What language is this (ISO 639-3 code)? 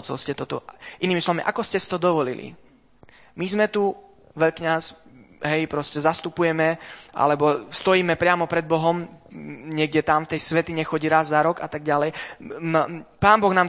slk